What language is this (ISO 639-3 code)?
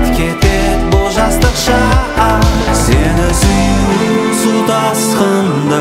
kaz